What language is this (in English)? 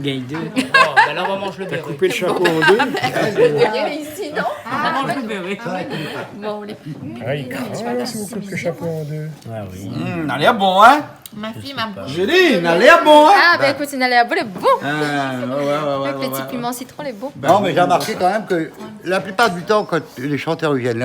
Réunion Creole French